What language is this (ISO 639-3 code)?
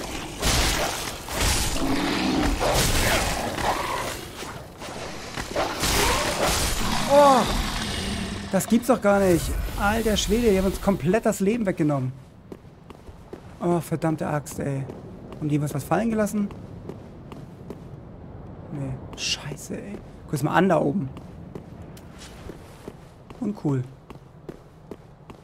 deu